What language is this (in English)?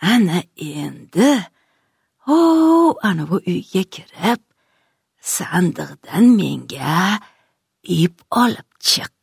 Uzbek